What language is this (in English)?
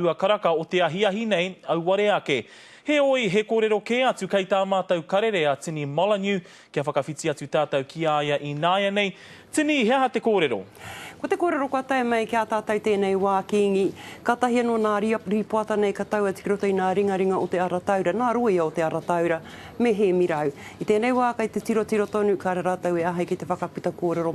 Māori